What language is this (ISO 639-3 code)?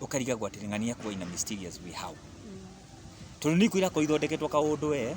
kik